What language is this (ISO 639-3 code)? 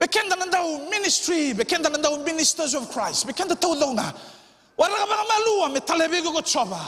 fij